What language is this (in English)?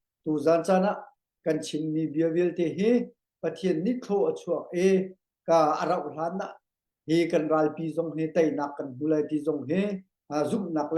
Hakha Chin